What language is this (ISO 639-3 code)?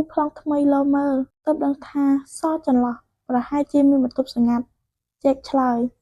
khm